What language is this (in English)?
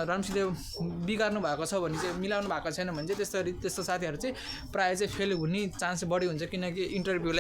Nepali